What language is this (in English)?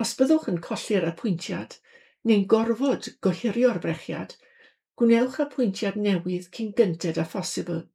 Welsh